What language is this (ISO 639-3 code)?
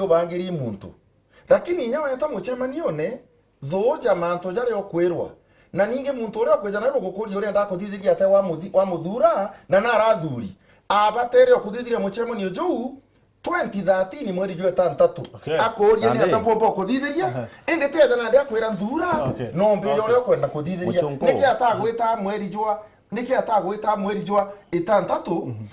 mer